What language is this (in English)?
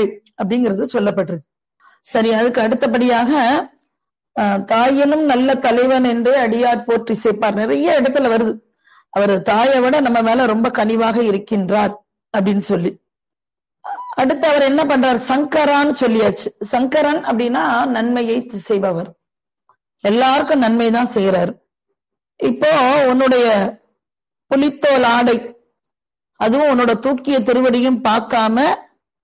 Tamil